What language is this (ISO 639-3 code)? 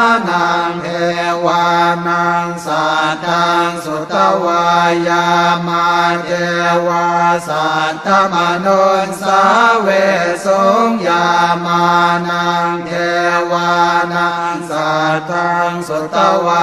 pli